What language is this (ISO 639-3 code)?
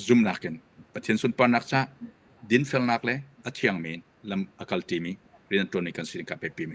cnh